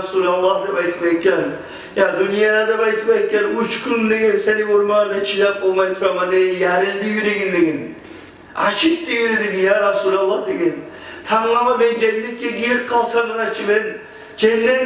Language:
Kumyk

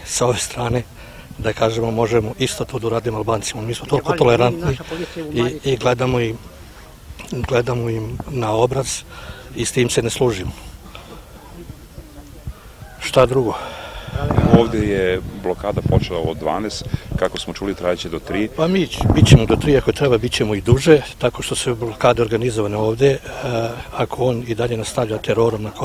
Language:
Serbian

